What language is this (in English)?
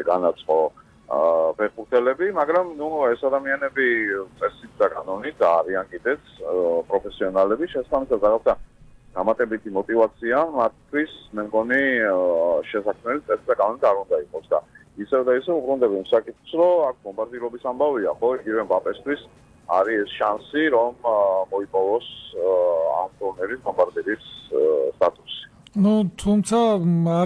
Georgian